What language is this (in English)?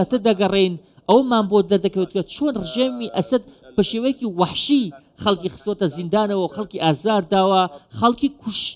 Central Kurdish